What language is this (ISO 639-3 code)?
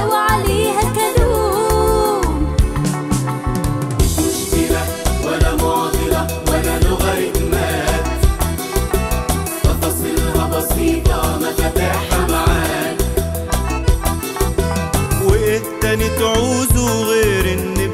arz